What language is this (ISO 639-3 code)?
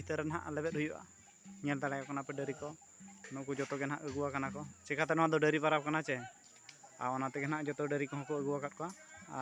sat